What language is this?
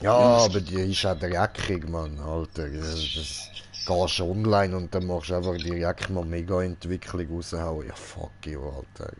Swiss German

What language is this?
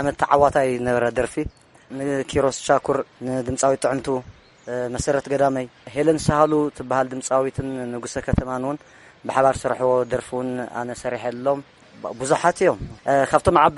Tigrinya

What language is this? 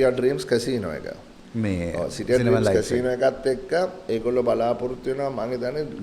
Sinhala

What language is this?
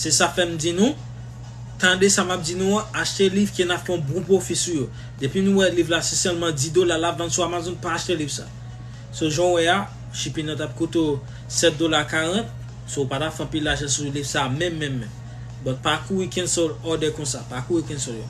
Haitian Creole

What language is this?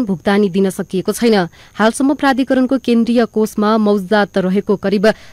Nepali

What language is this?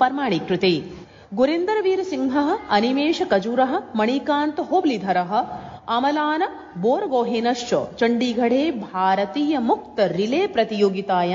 Sanskrit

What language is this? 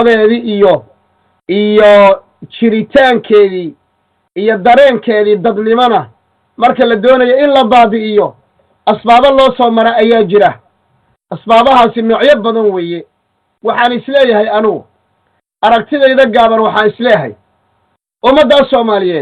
Somali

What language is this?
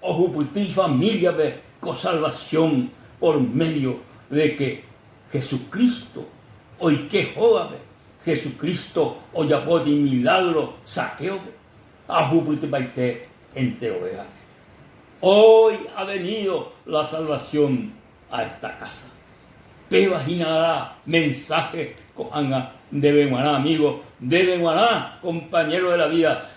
Guarani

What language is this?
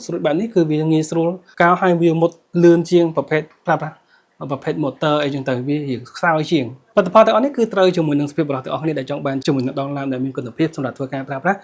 Khmer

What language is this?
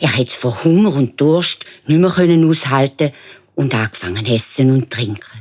Swiss German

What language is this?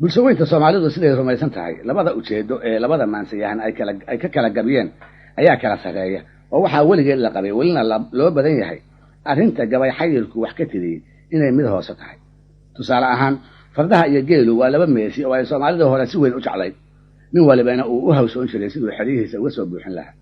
Somali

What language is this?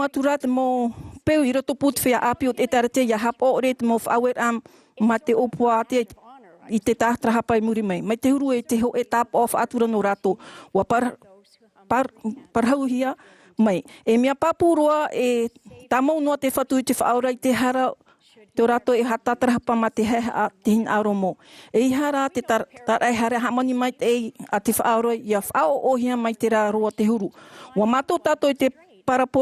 Tahitian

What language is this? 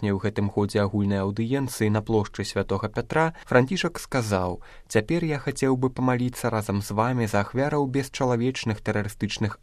Belarusian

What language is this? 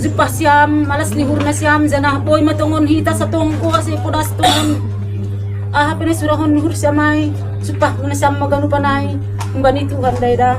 Batak Simalungun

